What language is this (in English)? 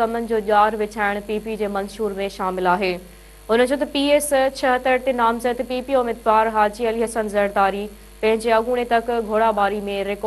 Sindhi